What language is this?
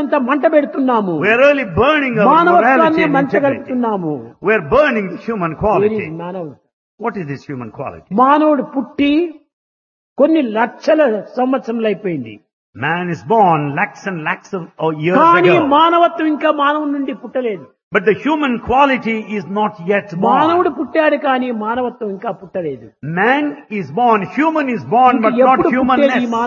Telugu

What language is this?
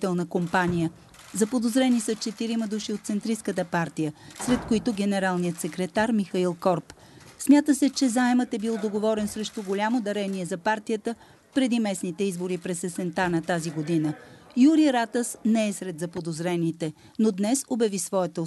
Bulgarian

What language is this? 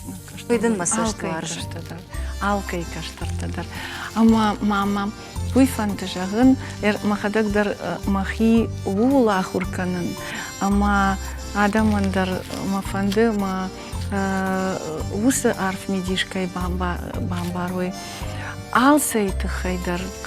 Ossetic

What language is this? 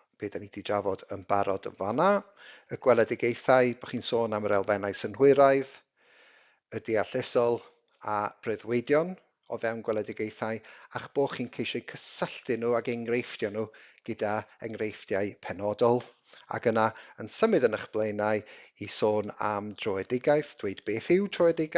Welsh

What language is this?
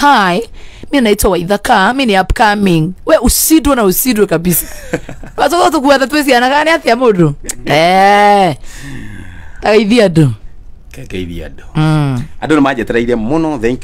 Kikuyu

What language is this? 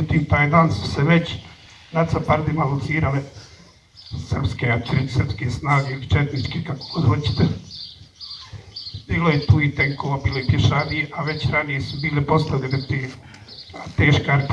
Bosnian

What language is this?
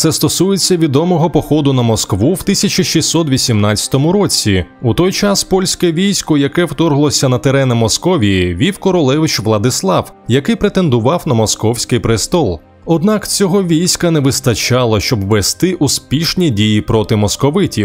Ukrainian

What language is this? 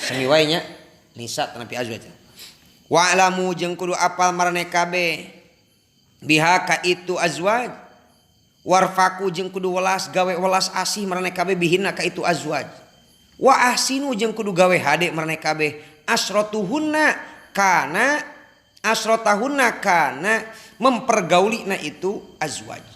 Sundanese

